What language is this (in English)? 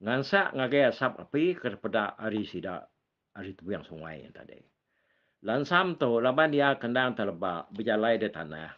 Iban